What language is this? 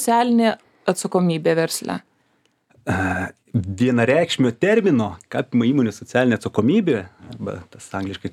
Lithuanian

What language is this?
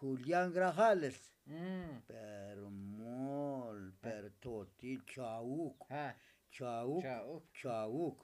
Tzotzil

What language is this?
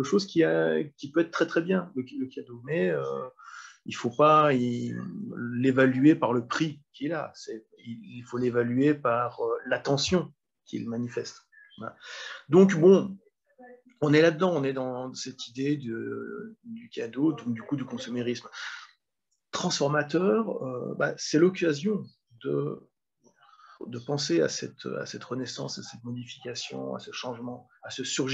French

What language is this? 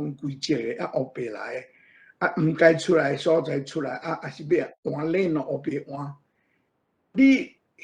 Min Nan Chinese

